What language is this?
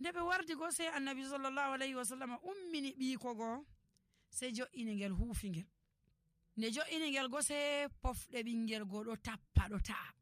Nigerian Fulfulde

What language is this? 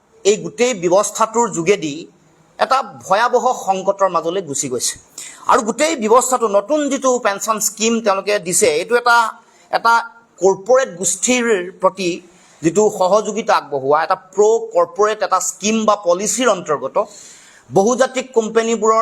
Assamese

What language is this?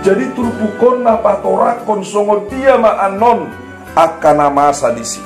Batak Toba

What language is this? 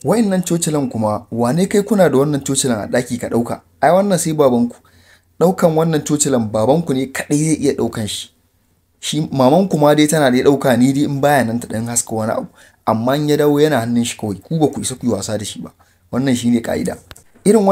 Hausa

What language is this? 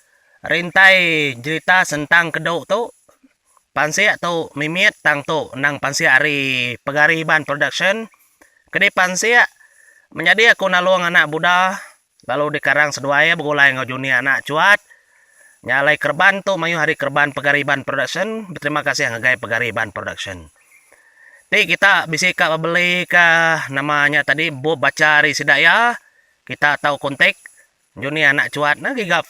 Iban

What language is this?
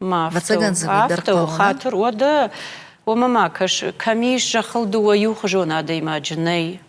Ossetic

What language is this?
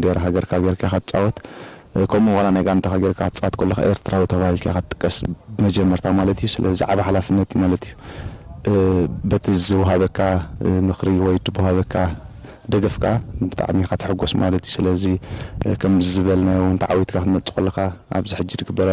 Tigrinya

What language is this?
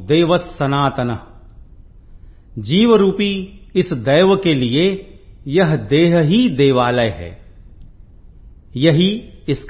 Hindi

